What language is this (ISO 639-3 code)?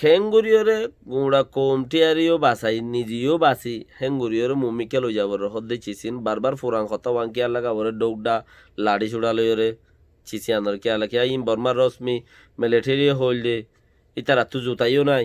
rhg